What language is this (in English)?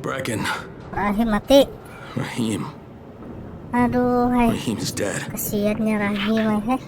Banjar